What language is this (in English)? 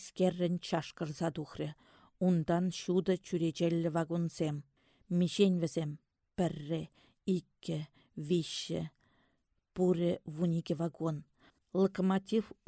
Chuvash